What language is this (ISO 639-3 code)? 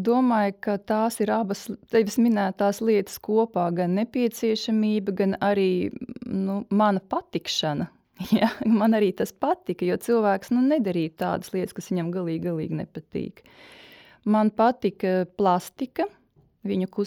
lav